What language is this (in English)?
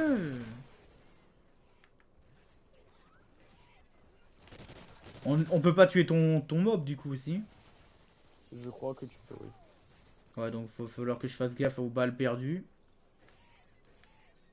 French